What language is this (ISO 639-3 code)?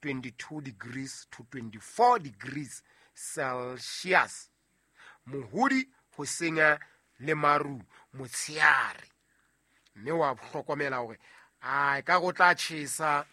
sot